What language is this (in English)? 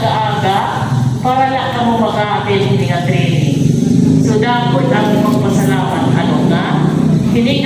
Waray